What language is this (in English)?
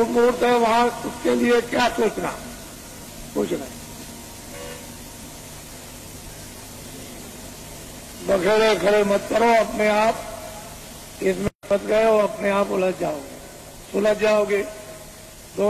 Hindi